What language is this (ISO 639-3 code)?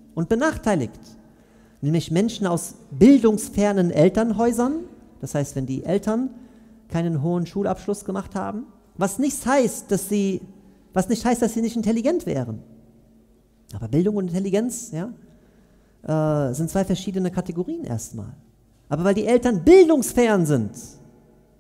deu